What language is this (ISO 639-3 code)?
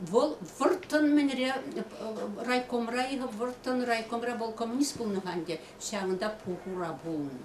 chv